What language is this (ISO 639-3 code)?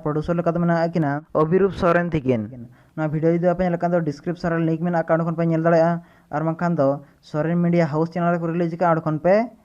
sat